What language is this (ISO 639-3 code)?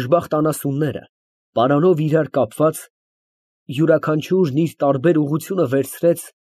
hye